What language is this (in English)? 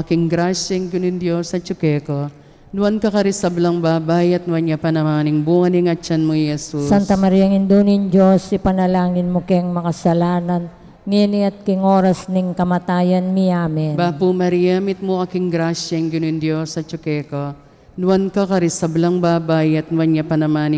Pampanga